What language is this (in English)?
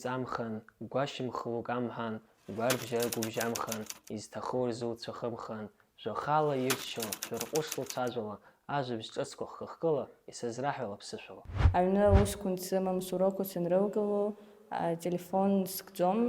Abkhazian